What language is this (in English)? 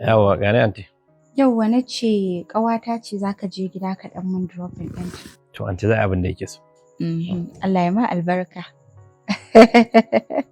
Hausa